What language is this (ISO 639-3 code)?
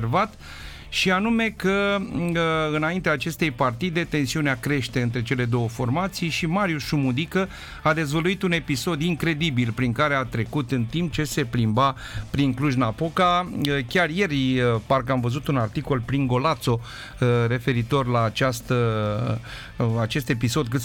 ron